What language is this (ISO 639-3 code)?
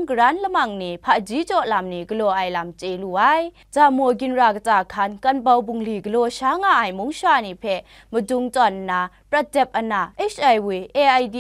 kac